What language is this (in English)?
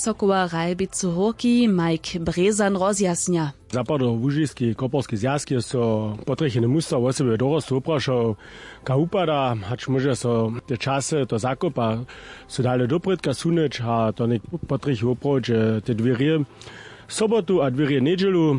Upper Sorbian